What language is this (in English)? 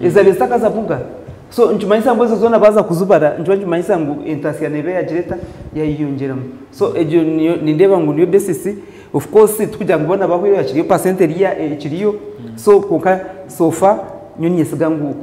Nyankole